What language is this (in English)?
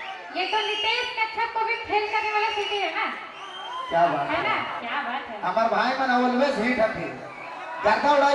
Sadri